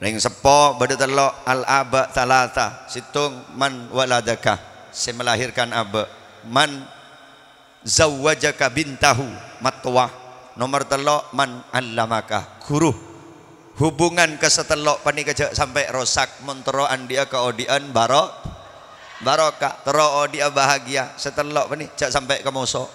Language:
Madurese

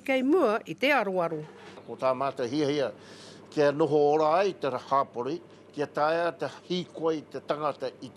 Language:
Māori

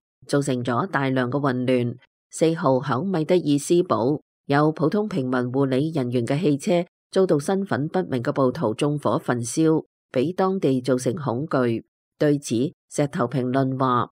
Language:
Cantonese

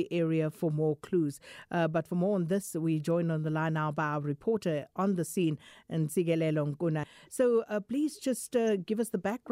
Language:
English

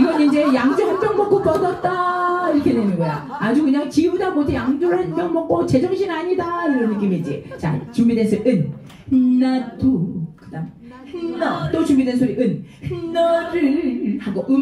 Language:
Korean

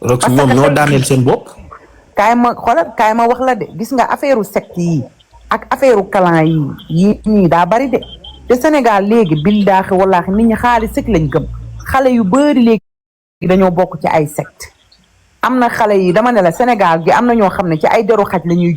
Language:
Wolof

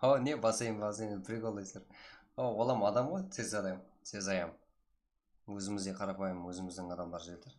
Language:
Kara-Kalpak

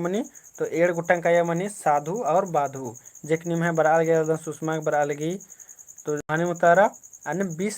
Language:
Kurukh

